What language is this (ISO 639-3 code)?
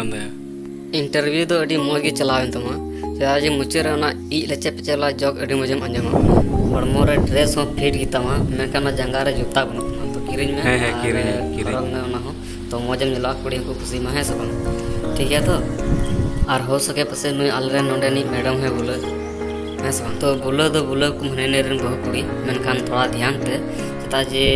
sat